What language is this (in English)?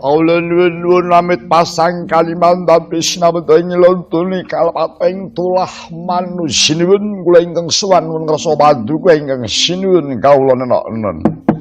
Javanese